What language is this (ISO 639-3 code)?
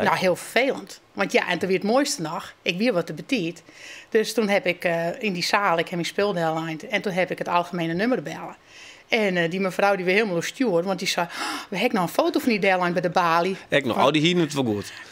fry